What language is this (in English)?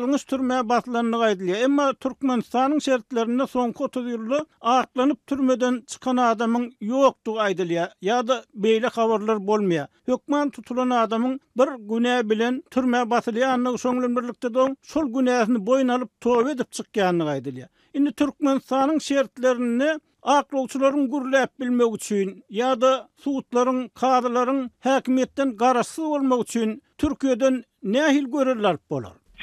Turkmen